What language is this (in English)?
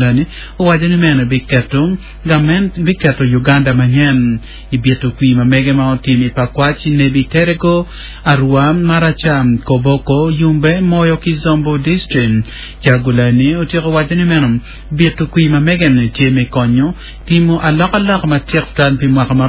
Acoli